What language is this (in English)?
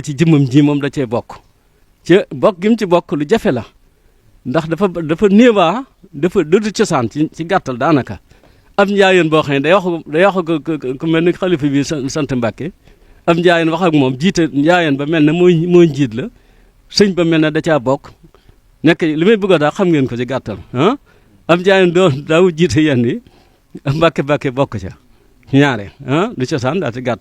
Wolof